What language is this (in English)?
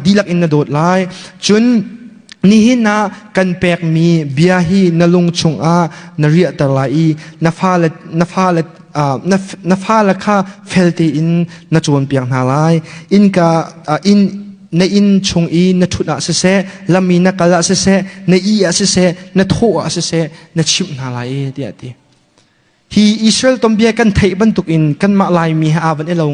Hakha Chin